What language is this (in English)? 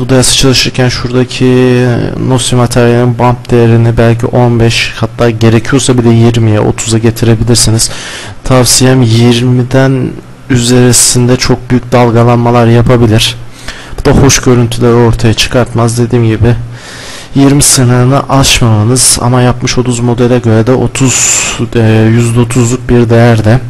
Turkish